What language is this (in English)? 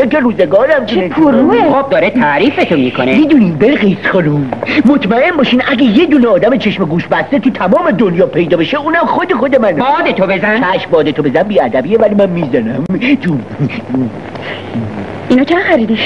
Persian